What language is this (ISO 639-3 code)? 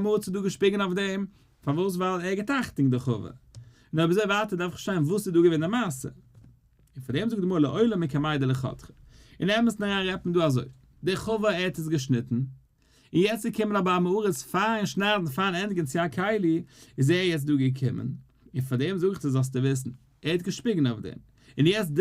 yid